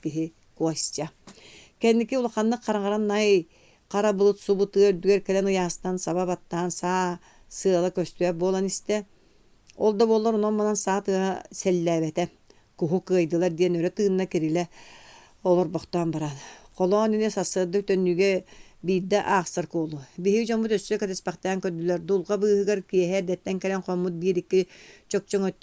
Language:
Yakut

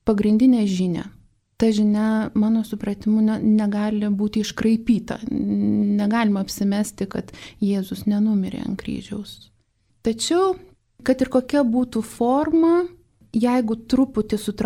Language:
Lithuanian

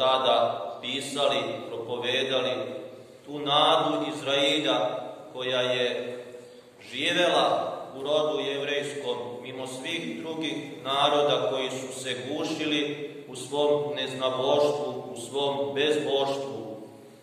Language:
Serbian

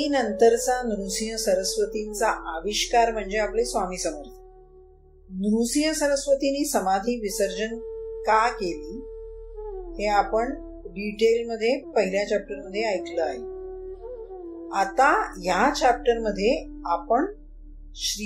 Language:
Marathi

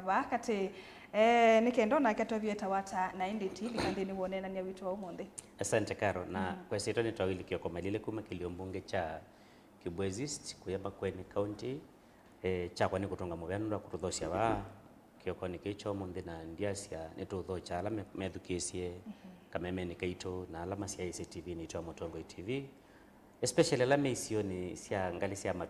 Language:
Kamba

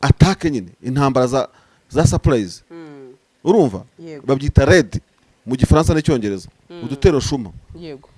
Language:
Kinyarwanda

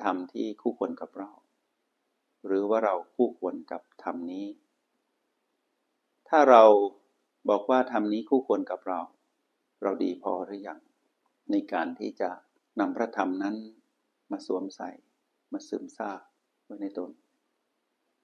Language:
Thai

